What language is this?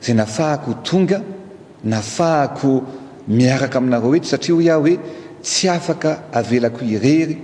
Malagasy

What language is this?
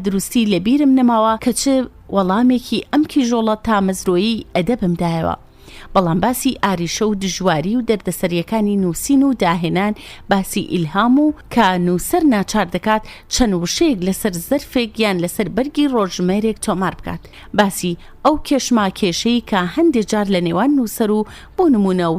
Central Kurdish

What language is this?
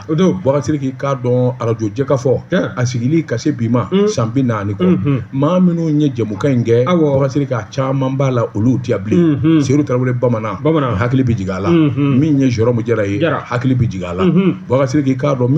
Bambara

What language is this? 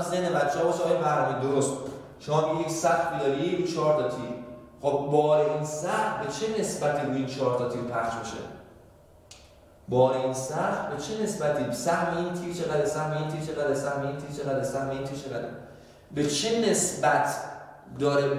Persian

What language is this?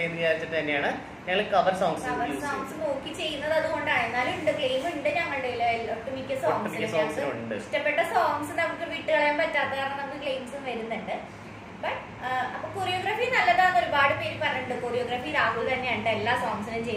Malayalam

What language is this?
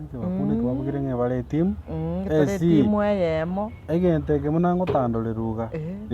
Gusii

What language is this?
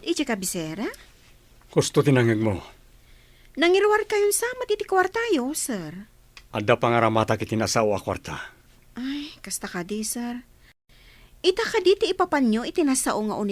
Iloko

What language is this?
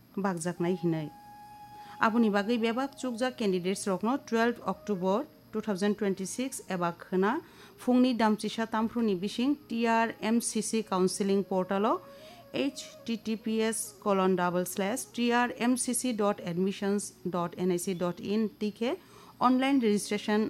Kok Borok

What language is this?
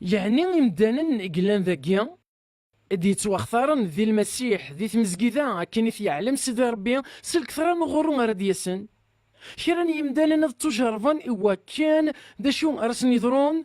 Kabyle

